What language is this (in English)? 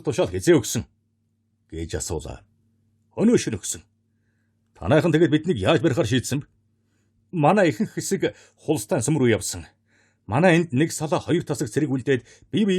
Mongolian